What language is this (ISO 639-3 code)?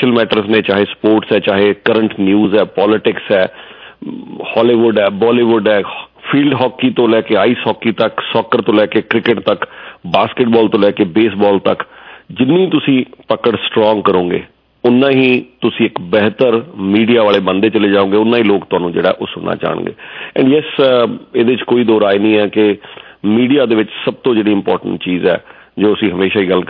pan